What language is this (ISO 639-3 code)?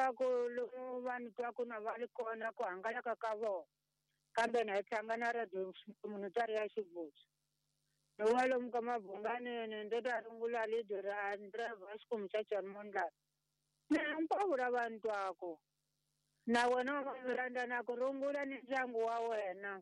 tso